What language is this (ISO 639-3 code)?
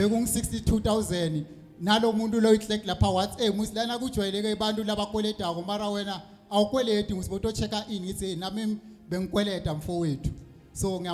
zul